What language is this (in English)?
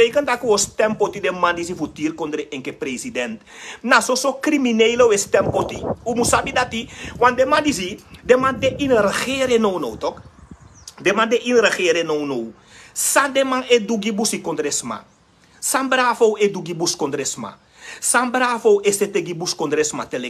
Sranan Tongo